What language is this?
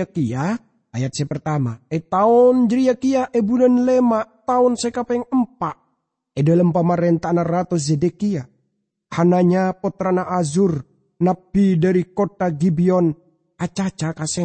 Madurese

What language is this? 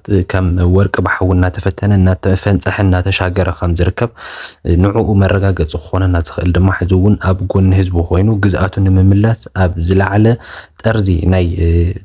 Tigrinya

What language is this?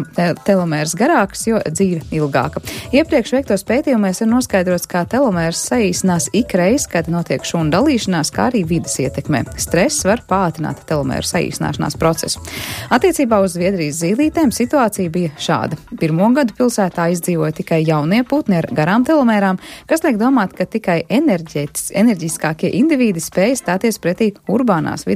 Latvian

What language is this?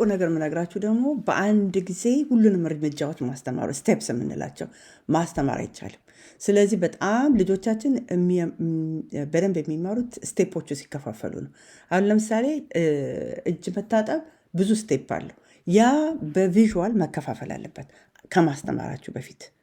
Amharic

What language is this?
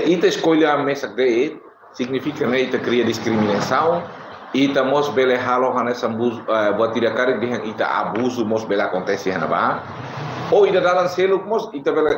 Tetum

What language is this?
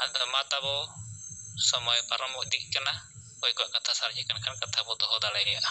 Santali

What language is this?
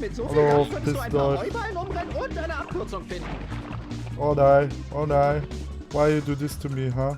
Swiss German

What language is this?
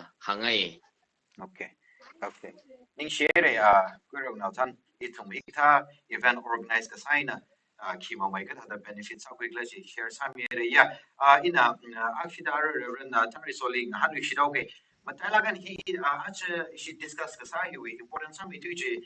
Tangkhul Naga (India)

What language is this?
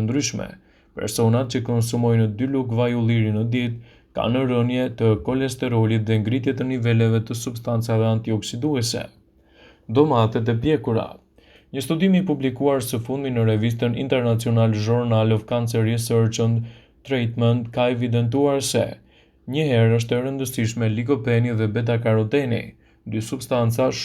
Albanian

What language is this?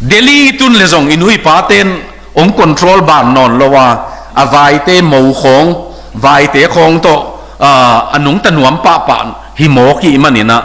Tedim Chin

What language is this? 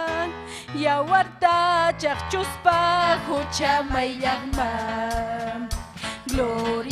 Ayacucho Quechua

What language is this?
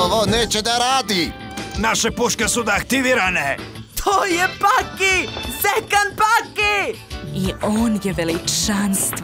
Serbian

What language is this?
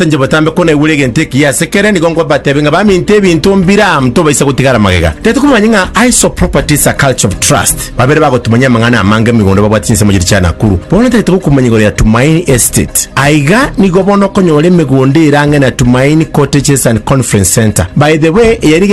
Gusii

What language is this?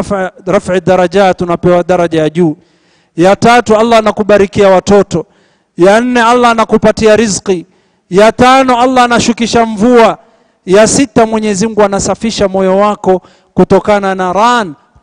Swahili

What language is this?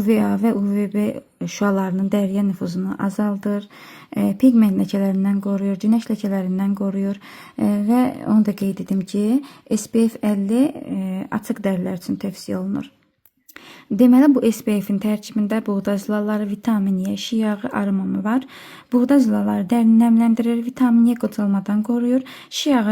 Azerbaijani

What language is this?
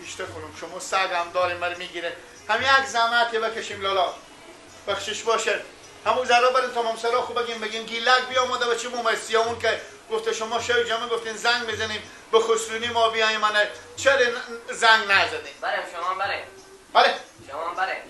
Persian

